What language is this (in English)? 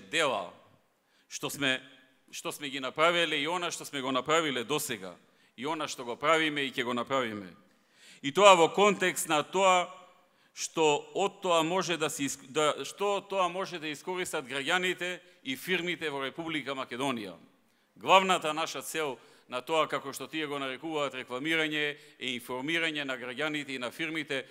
Macedonian